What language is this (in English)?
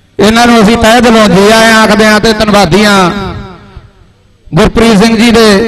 Punjabi